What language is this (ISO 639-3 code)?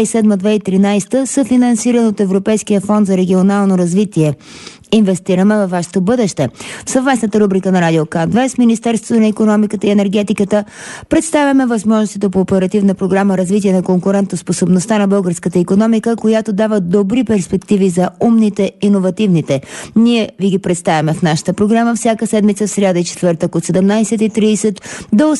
bul